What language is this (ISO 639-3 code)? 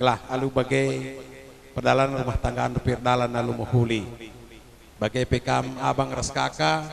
btx